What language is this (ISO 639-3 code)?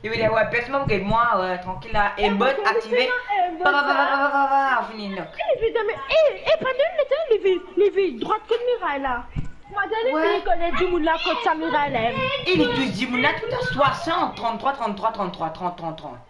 mfe